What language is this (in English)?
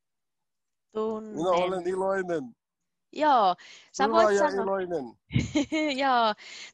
Finnish